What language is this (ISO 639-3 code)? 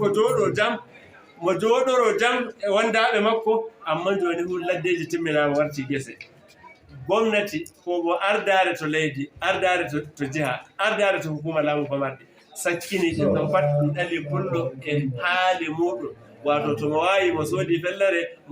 ful